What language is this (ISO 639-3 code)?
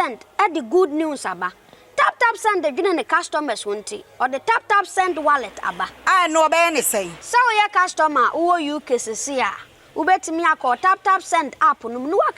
aka